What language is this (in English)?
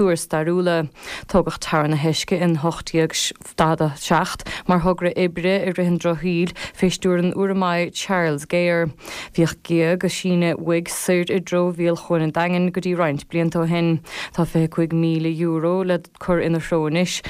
Irish